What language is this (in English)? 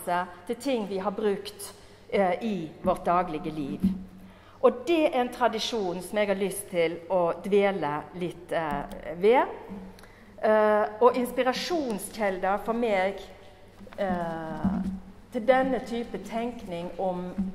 Norwegian